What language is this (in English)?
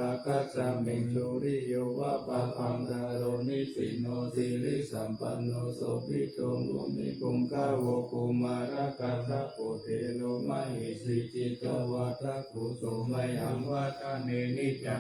Pali